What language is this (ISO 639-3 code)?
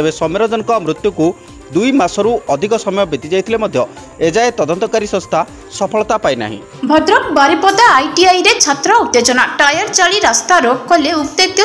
ori